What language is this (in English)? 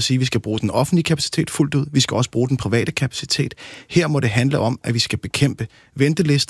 Danish